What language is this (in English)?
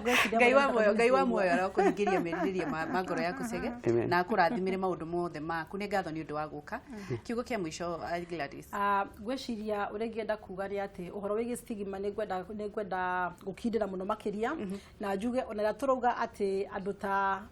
Kikuyu